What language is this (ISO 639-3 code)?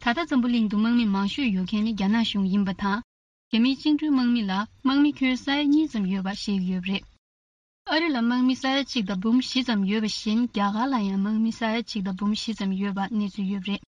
bod